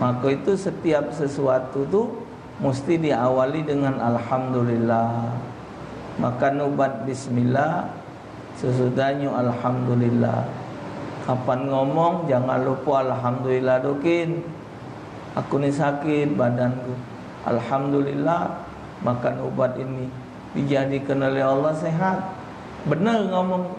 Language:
Musi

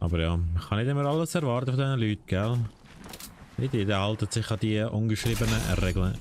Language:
Swiss German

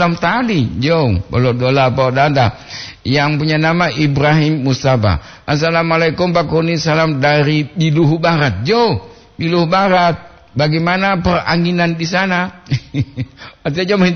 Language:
Gorontalo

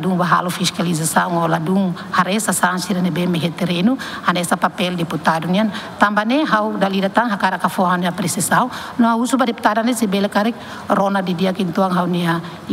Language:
Tetum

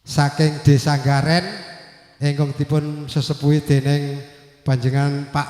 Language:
Javanese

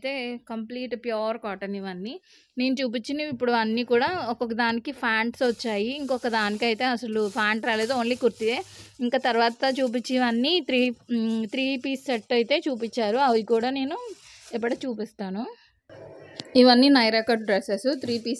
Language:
Telugu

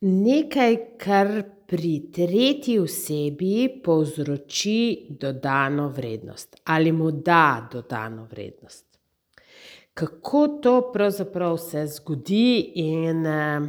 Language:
Slovenian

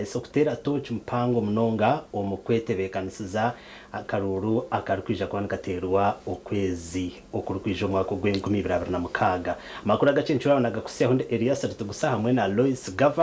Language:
Nyankole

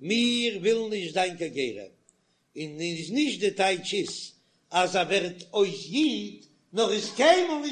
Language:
Yiddish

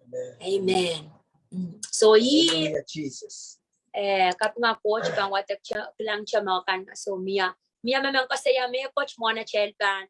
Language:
Pohnpeian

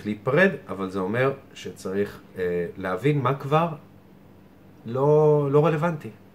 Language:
Hebrew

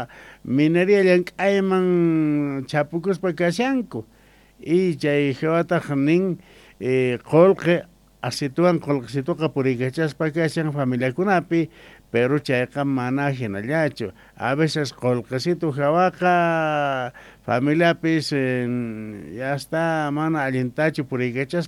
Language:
South Bolivian Quechua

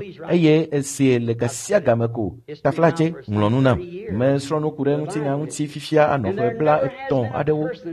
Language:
Ewe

